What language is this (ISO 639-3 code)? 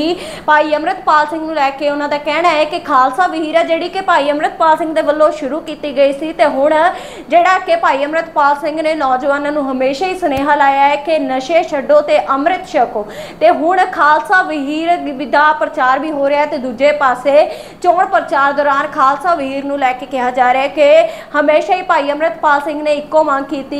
pan